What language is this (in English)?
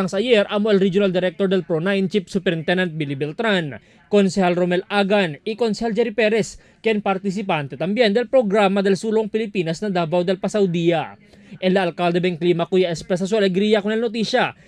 Chavacano